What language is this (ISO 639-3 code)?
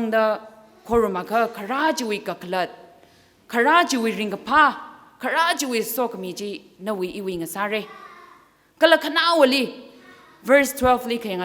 nmf